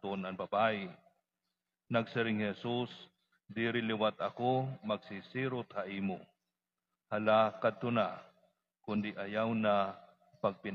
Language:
Waray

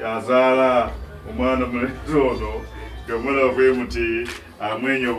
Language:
Ganda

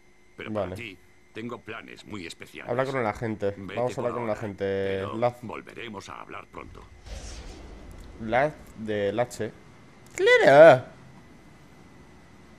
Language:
Spanish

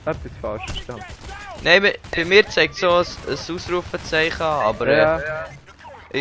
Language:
Swiss German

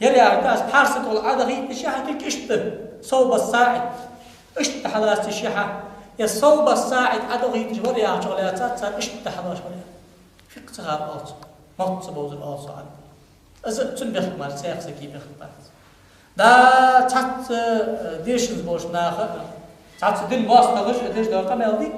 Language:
Ingush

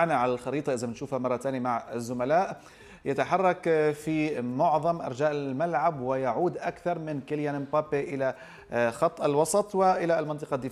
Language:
Arabic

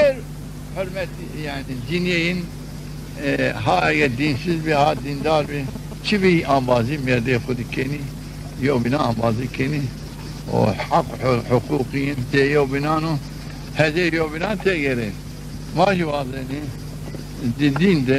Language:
Zaza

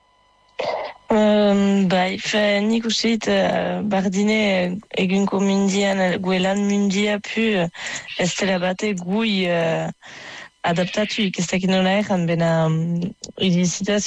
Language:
Basque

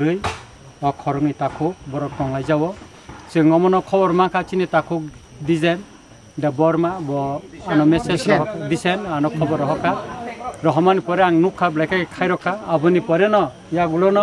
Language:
Kok Borok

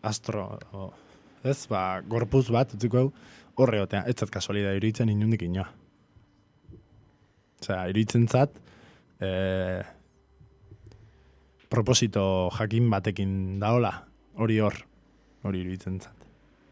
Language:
Basque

